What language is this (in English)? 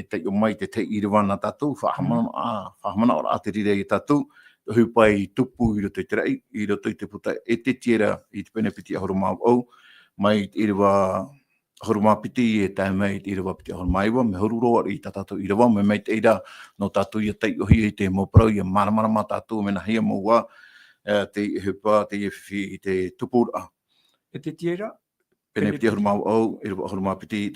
Tahitian